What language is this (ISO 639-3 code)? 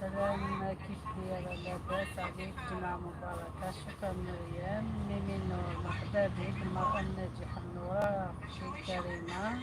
arq